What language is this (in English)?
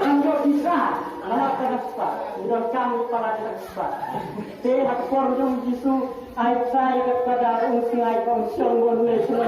Khasi